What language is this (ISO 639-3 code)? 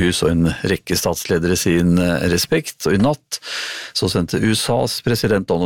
nor